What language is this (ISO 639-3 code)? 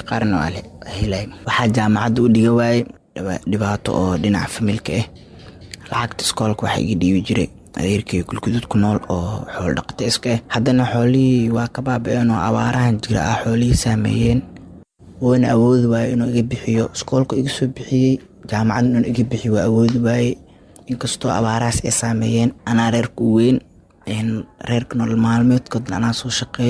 som